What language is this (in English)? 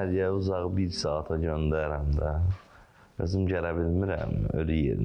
Azerbaijani